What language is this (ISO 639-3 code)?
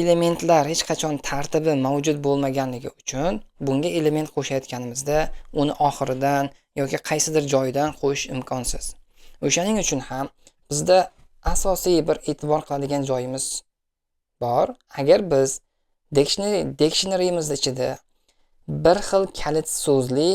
uzb